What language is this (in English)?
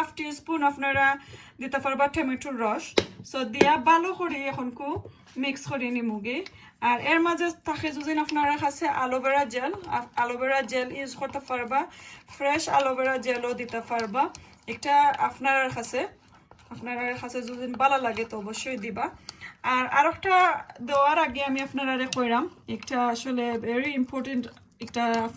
Sylheti